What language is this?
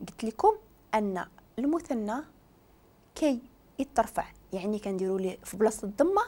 Moroccan Arabic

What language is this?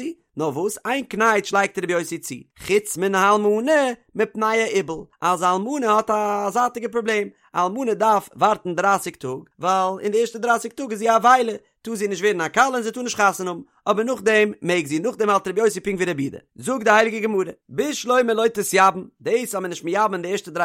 Yiddish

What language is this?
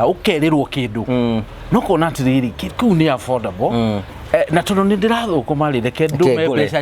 Kikuyu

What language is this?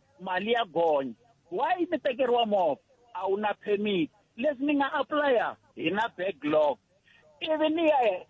Tsonga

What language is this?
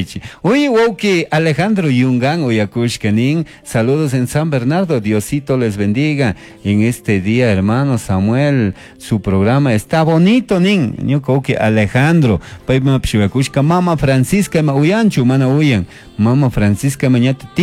Chimborazo Highland Quichua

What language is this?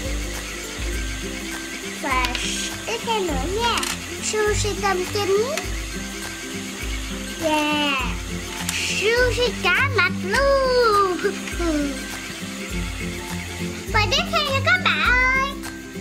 Vietnamese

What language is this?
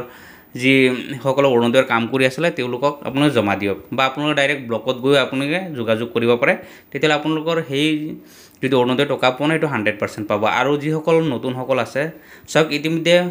Assamese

